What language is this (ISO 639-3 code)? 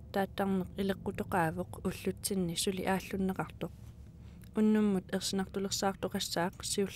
kal